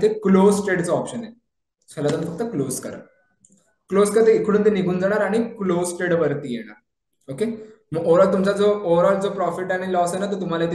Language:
Marathi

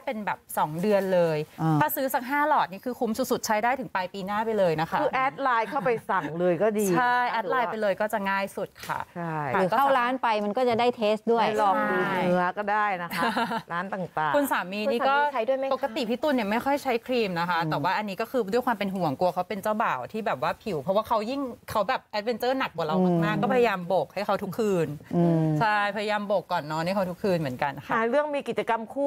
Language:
Thai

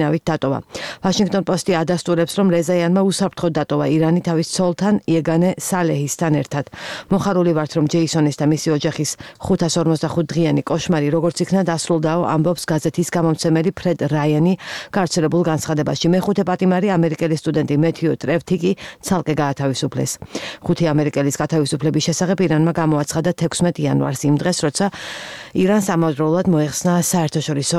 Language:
Georgian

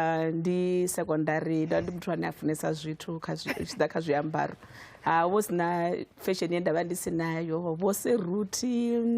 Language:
Venda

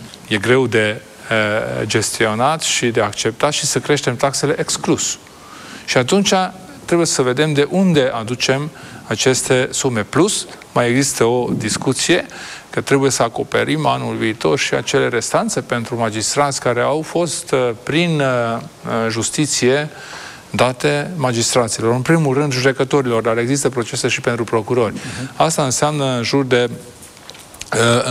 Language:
Romanian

